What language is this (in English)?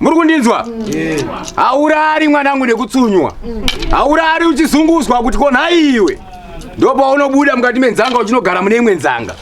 Shona